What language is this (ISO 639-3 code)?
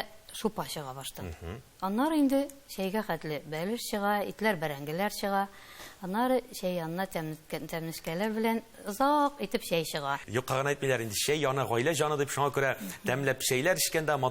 tat